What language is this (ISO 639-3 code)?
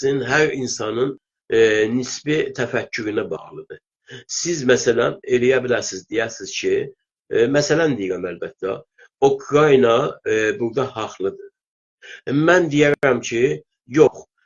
azb